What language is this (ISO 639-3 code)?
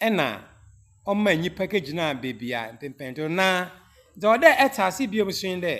aka